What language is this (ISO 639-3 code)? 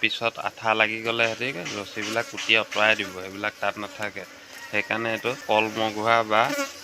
asm